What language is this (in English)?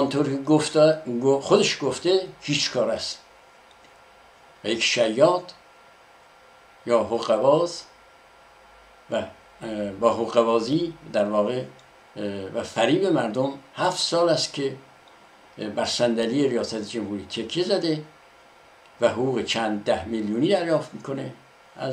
Persian